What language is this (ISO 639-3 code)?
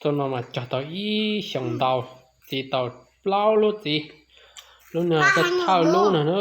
hmn